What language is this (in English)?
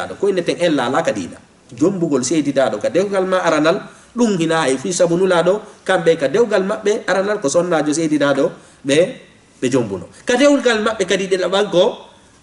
Fula